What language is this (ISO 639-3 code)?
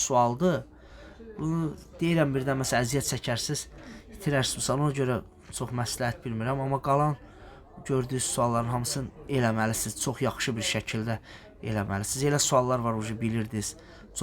aze